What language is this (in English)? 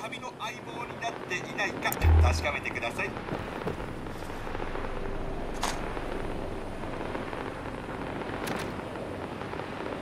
Japanese